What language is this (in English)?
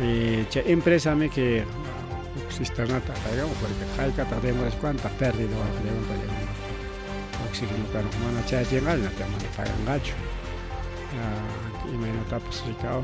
Ayacucho Quechua